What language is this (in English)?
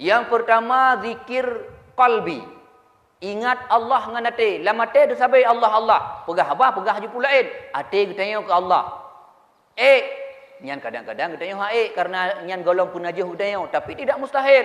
Achinese